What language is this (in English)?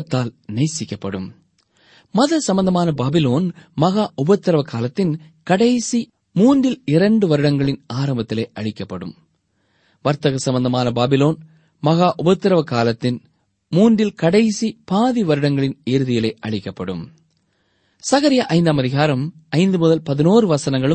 Tamil